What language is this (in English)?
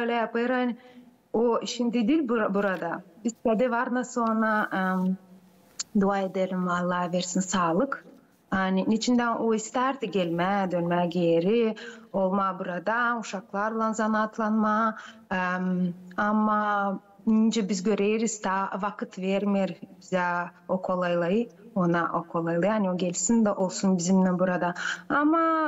Gagauz